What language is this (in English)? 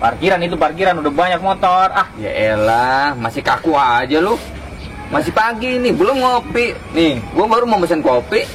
Betawi